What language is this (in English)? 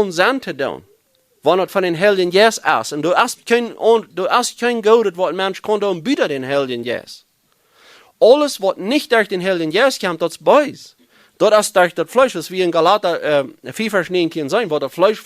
Plautdietsch